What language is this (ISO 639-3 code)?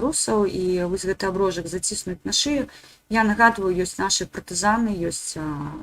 bel